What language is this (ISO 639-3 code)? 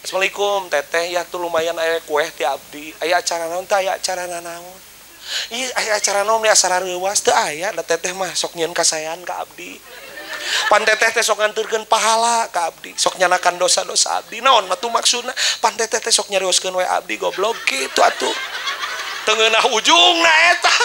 sun